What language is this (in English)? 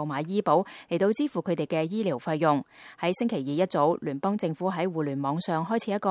Cantonese